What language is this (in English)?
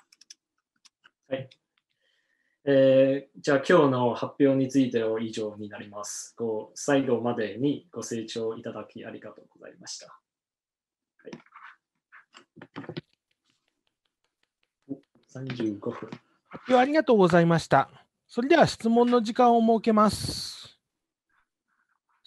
Japanese